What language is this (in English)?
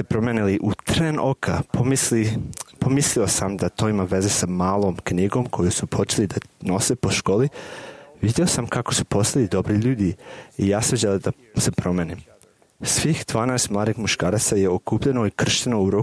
Serbian